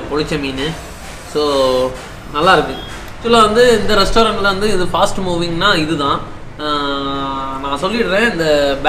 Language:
Tamil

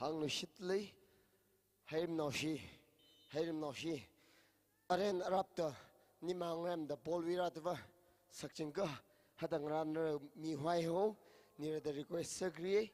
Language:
Tangkhul Naga (India)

